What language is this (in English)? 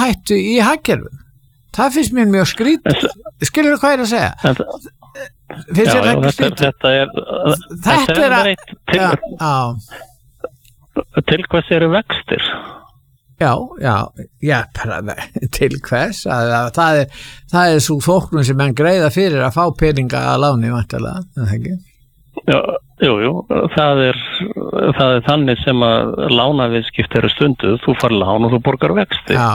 Icelandic